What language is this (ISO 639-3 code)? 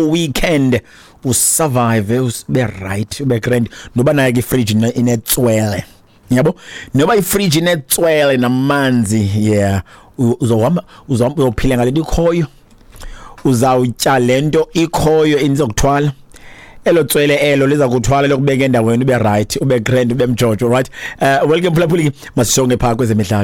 xho